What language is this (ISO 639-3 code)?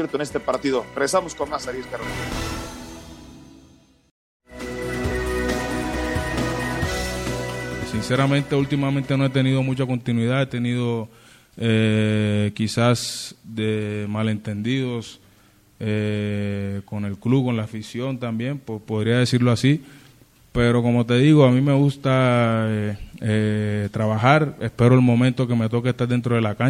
spa